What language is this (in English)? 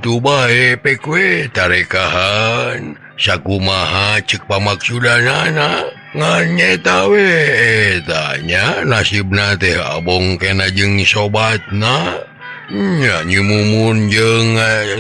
Sundanese